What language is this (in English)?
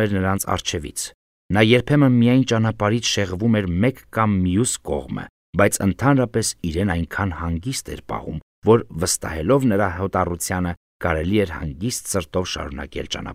Armenian